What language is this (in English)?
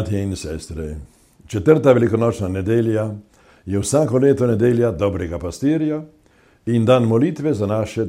Slovenian